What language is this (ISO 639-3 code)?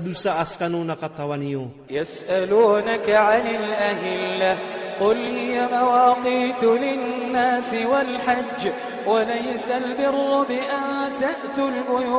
ilp